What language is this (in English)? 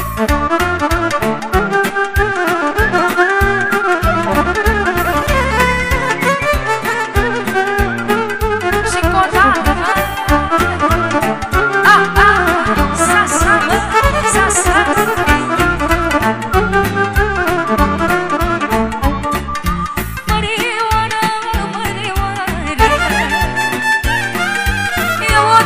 Romanian